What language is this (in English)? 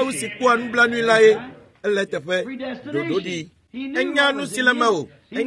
Ewe